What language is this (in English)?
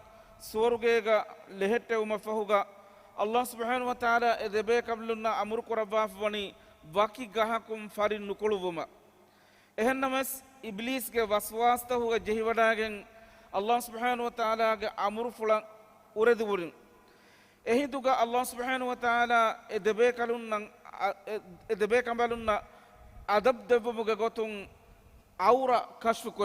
Divehi